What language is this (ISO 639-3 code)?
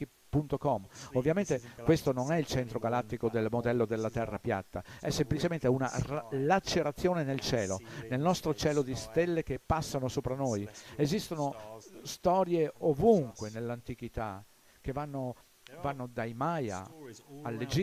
ita